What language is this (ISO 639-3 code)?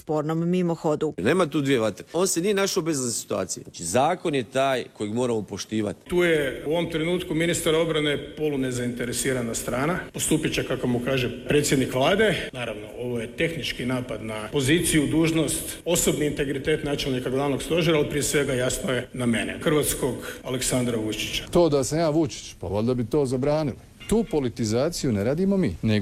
hrv